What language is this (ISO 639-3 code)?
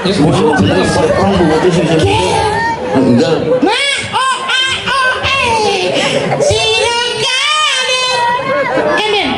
ban